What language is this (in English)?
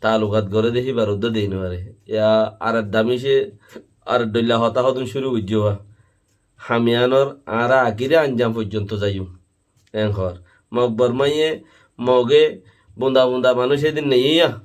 Rohingya